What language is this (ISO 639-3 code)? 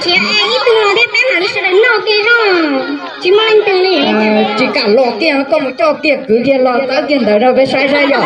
hmn